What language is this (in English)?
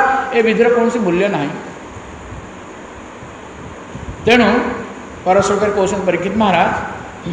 Odia